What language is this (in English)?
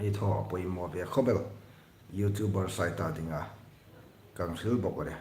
Hmar